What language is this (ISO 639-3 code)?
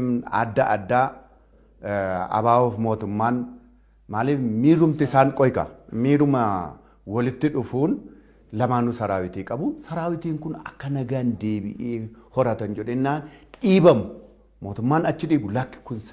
orm